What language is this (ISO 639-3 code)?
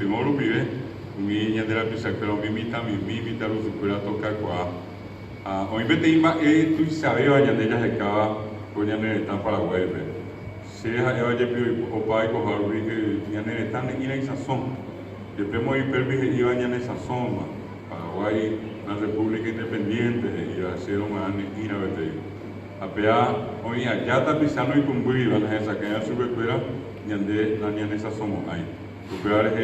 grn